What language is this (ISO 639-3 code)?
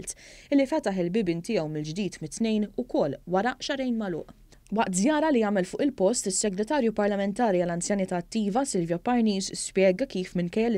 mlt